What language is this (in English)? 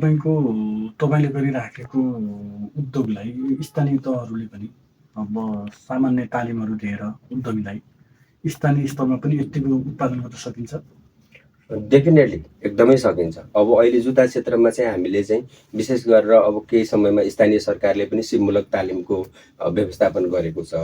Nepali